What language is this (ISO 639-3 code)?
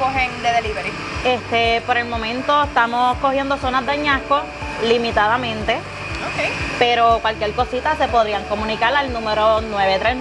spa